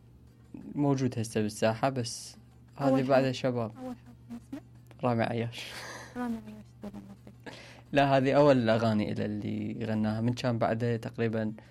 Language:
Mesopotamian Arabic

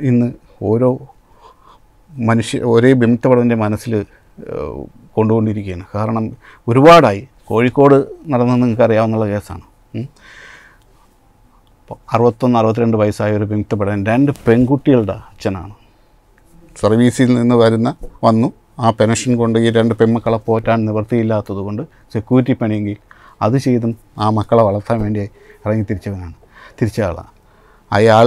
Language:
Malayalam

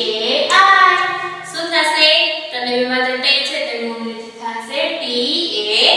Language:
Gujarati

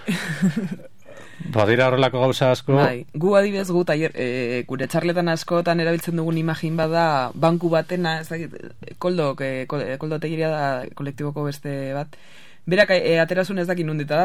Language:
Basque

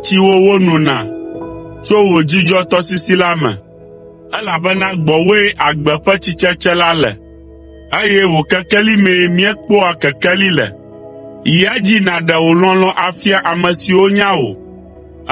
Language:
Ewe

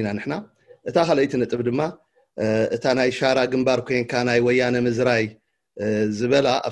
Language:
Tigrinya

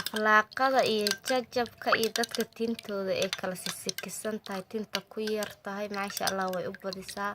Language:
Somali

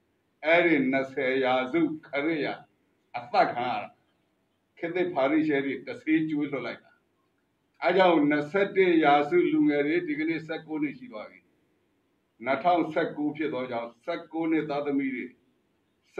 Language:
Burmese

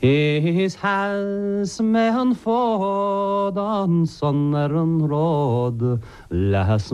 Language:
Irish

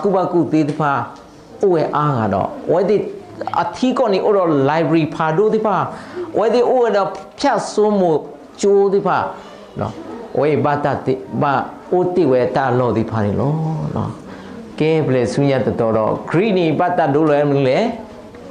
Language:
S'gaw Karen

